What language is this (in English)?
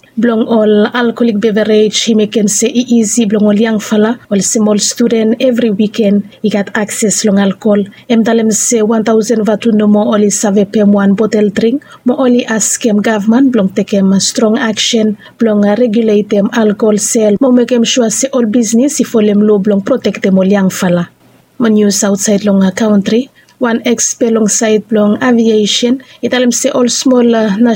Bislama